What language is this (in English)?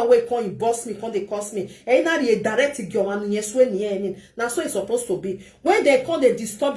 Nigerian Pidgin